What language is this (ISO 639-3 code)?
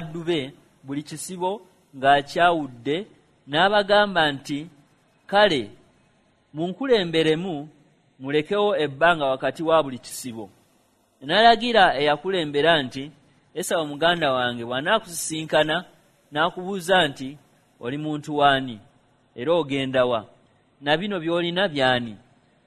lug